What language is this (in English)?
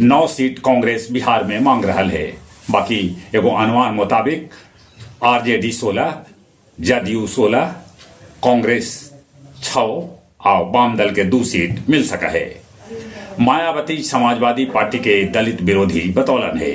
Magahi